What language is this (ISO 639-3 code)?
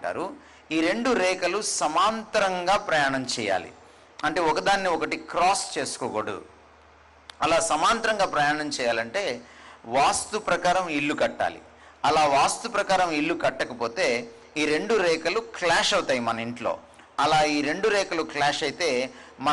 tel